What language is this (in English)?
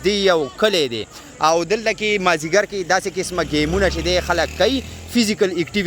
Pashto